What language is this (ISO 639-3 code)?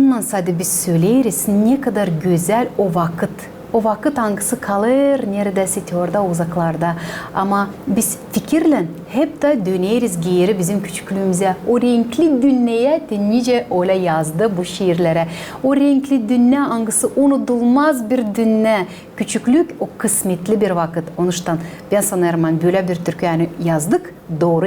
gag